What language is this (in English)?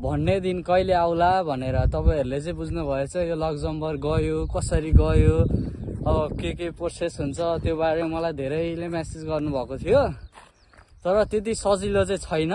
Nepali